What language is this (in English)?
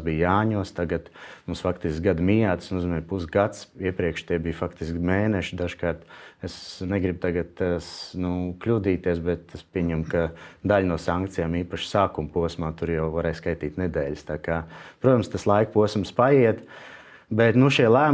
Latvian